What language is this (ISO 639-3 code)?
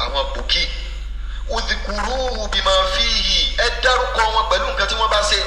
yor